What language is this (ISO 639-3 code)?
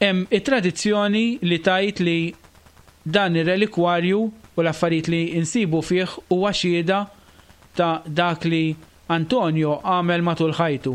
mlt